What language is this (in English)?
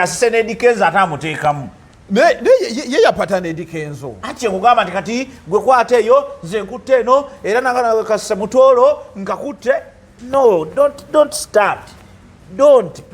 Ganda